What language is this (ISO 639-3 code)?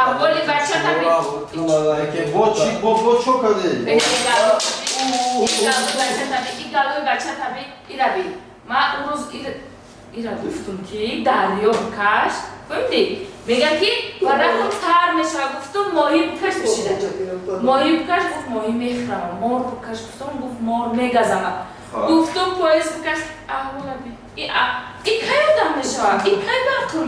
tgk